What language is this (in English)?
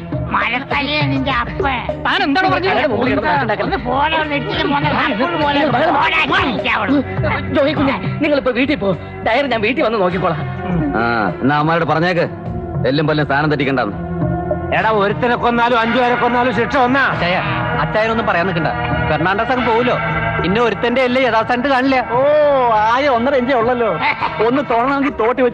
Malayalam